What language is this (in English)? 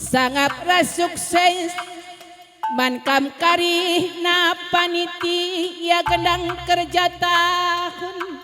Batak Karo